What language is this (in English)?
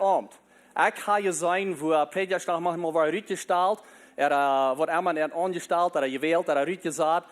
Plautdietsch